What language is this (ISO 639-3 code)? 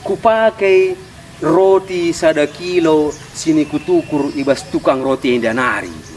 btx